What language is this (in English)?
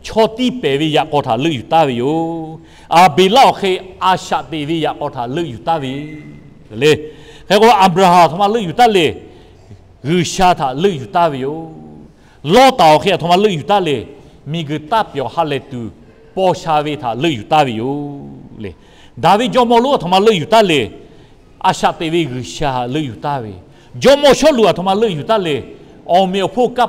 Lahu